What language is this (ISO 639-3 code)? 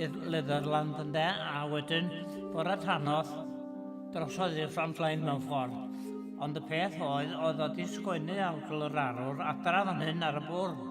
cym